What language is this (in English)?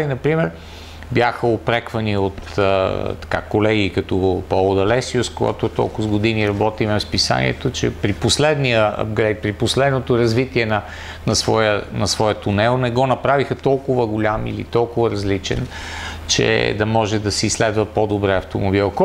Bulgarian